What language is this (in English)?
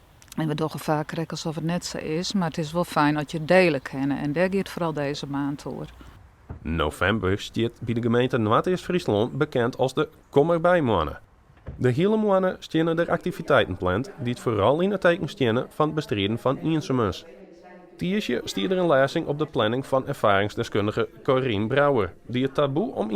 Western Frisian